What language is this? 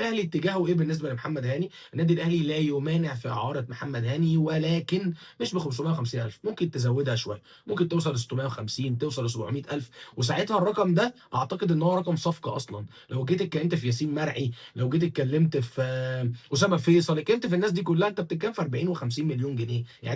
Egyptian Arabic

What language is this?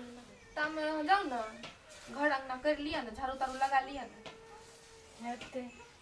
Maithili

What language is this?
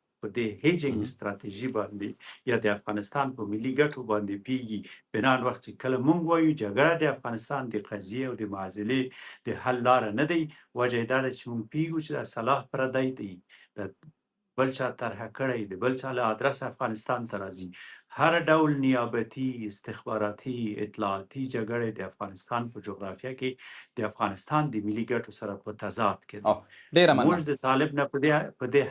Pashto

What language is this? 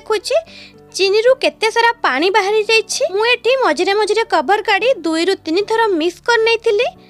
Odia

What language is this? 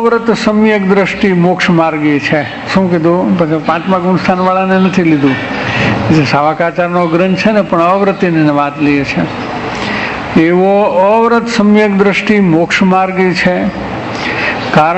Gujarati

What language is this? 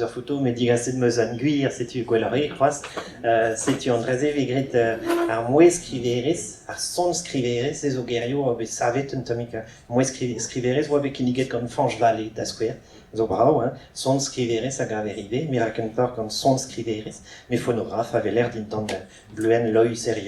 Breton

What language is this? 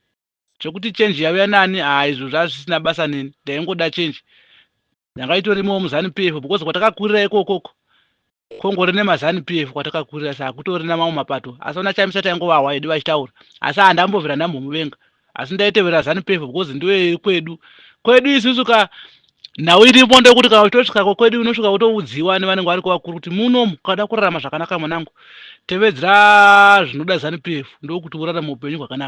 Shona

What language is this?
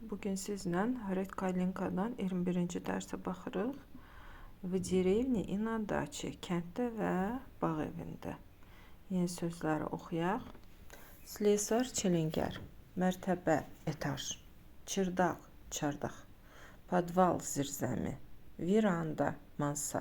Azerbaijani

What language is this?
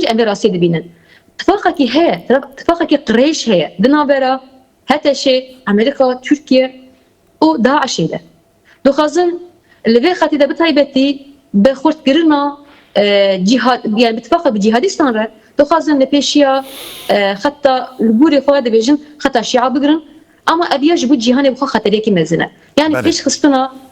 Kurdish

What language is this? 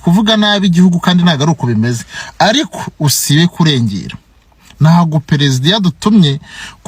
Kinyarwanda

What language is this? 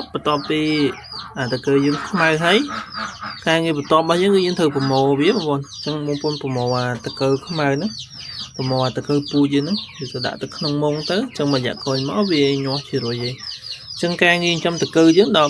Khmer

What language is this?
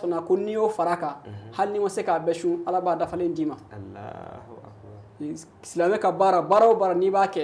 Bambara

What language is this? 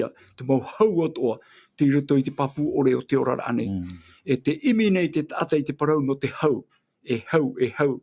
Tahitian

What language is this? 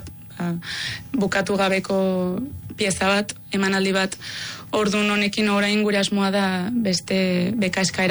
Basque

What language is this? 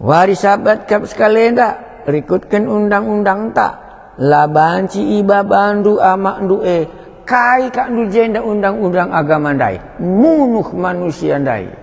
Batak Karo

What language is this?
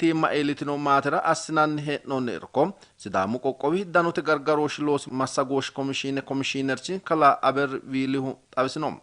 Sidamo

